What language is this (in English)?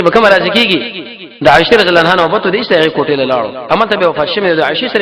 Pashto